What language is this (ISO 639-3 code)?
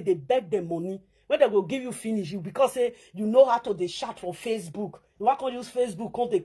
pcm